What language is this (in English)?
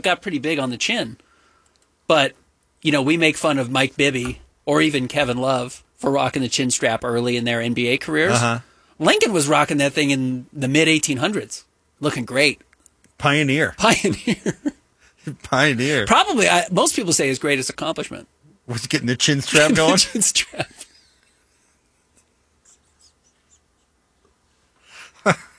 English